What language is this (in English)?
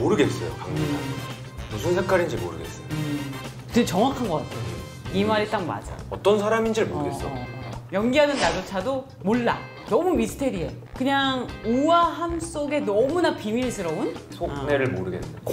Korean